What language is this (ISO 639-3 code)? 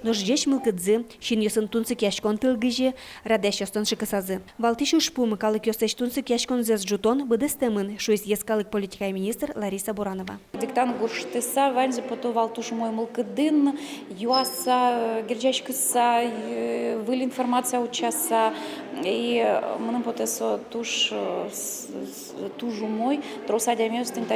udm